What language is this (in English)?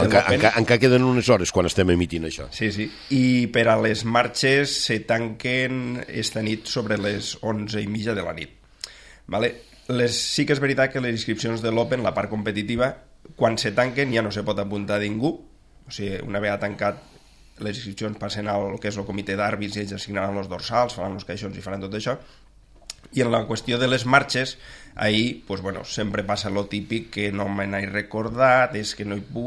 Catalan